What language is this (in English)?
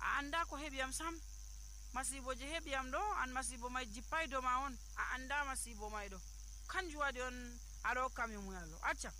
Nigerian Fulfulde